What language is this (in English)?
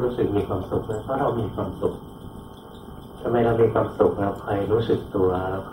Thai